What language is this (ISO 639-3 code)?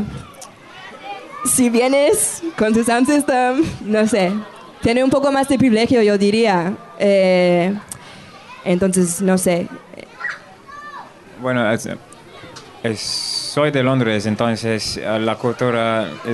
spa